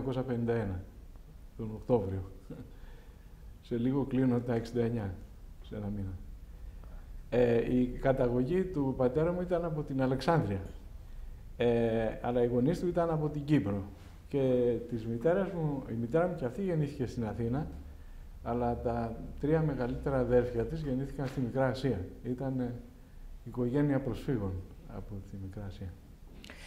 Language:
Greek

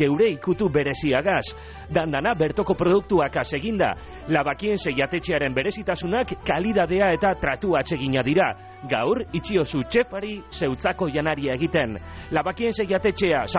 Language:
Basque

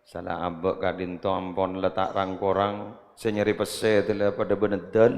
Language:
Madurese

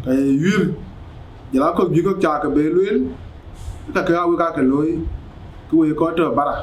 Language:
Dinka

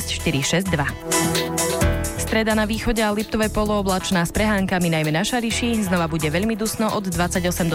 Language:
Slovak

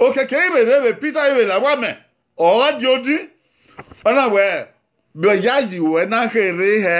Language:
Bini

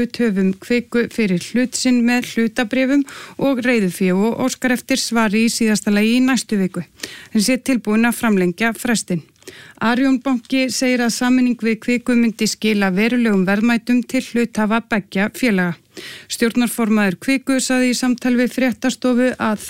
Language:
Icelandic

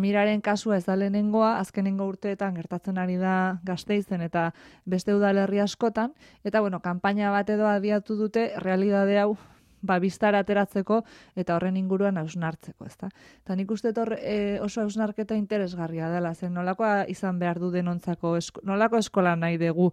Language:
Basque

